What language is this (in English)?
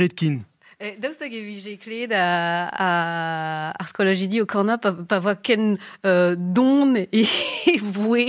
Breton